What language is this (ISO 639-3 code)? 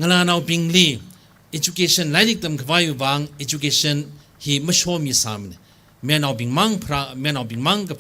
nmf